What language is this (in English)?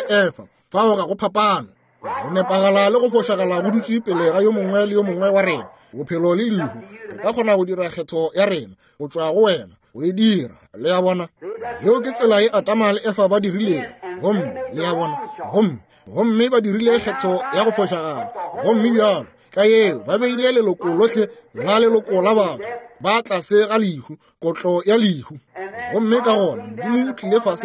Northern Sotho